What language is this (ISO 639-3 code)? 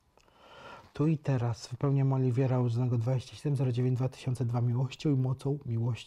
pol